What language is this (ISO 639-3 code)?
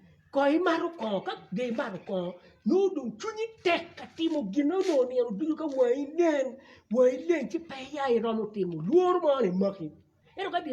ach